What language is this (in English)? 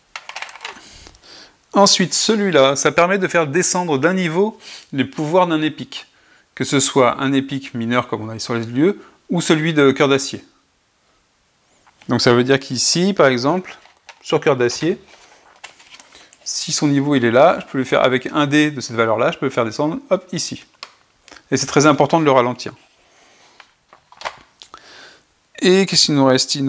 French